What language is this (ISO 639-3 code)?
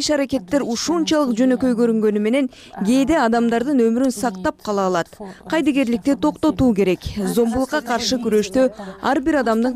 kir